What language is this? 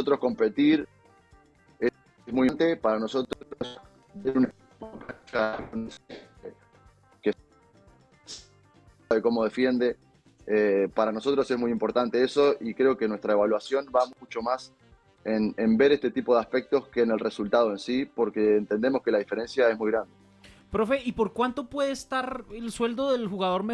Spanish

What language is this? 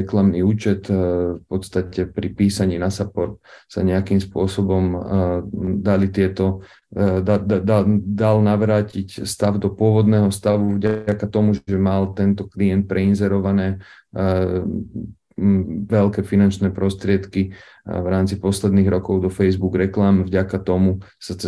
Slovak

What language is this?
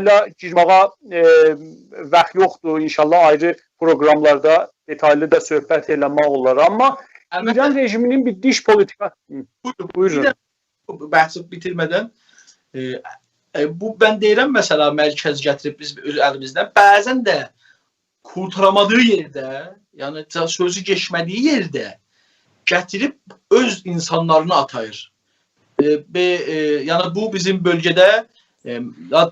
South Azerbaijani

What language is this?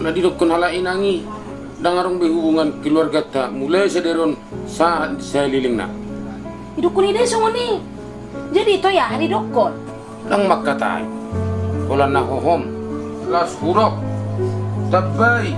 Batak Toba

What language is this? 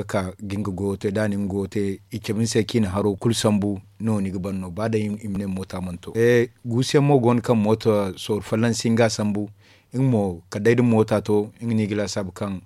Zarma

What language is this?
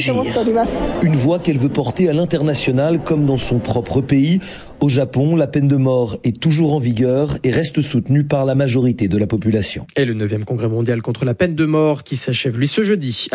French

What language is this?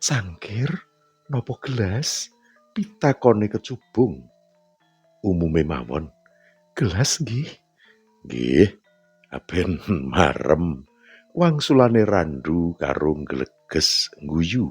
Javanese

